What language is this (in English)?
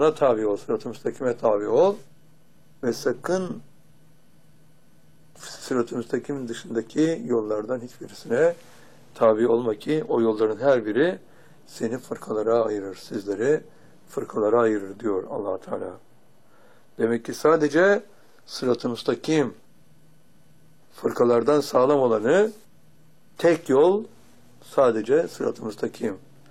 Turkish